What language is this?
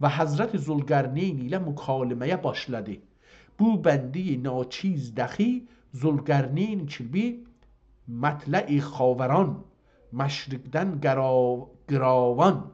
South Azerbaijani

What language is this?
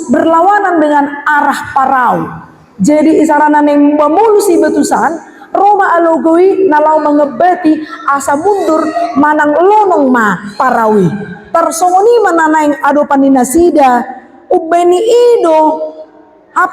Batak Toba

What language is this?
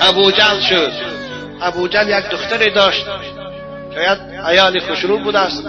Tajik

